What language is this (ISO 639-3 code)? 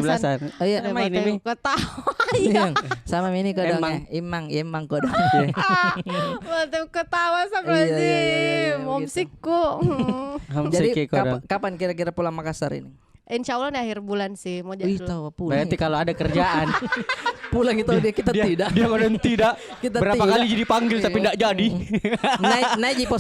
mfp